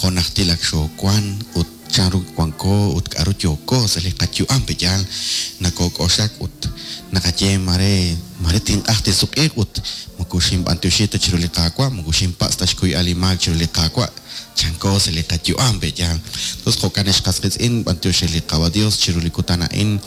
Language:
Kekchí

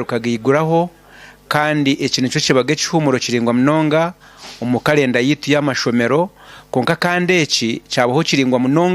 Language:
Nyankole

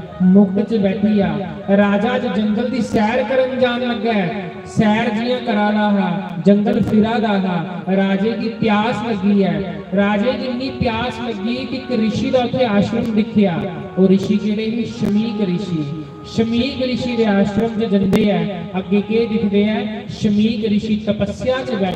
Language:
Dogri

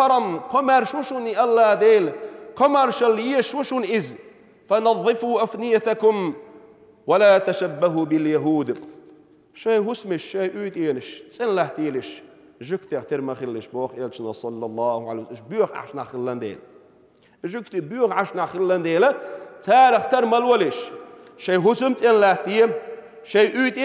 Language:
Chechen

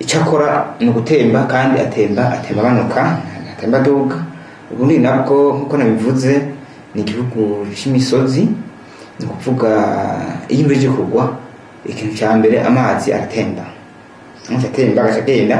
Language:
Rundi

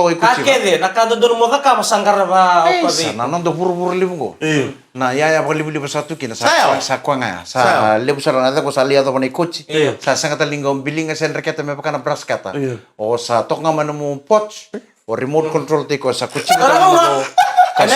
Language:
Fijian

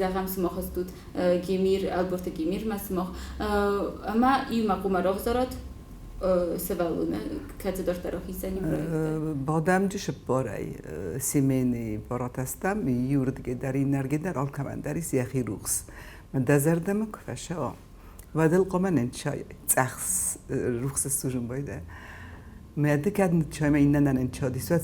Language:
Ossetic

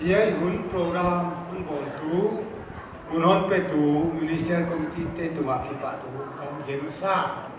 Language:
Paite Chin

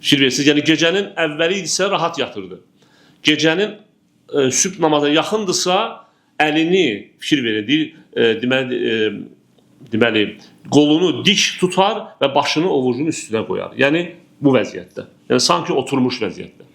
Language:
Azerbaijani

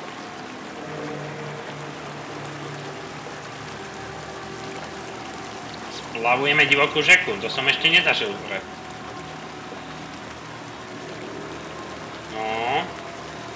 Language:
Slovak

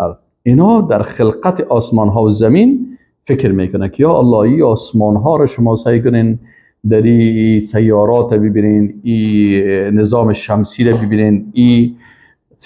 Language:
Persian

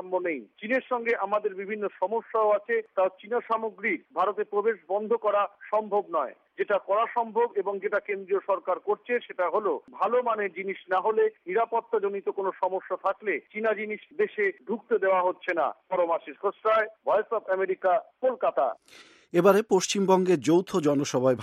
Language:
Bangla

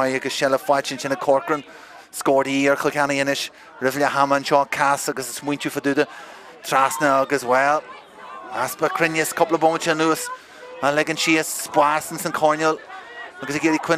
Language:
Irish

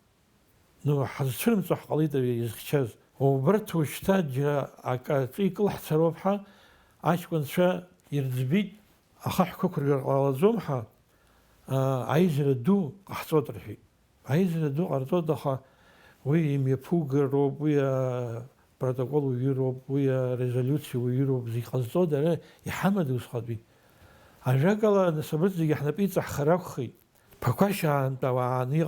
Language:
Abkhazian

